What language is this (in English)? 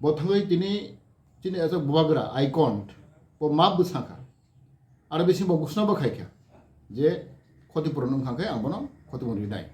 Kok Borok